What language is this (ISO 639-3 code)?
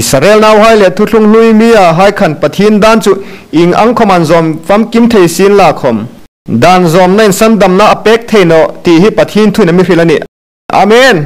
hmr